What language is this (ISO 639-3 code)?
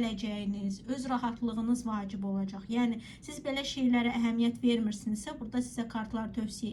aze